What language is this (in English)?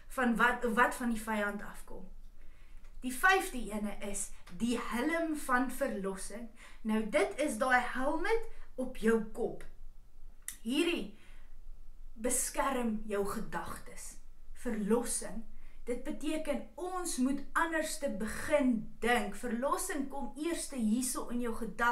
Afrikaans